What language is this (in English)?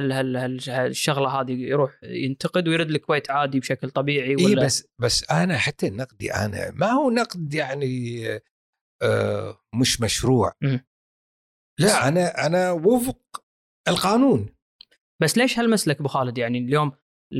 Gulf Arabic